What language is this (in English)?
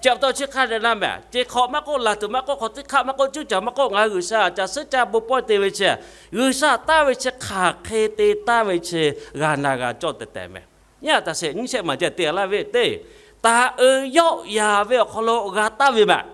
Lahu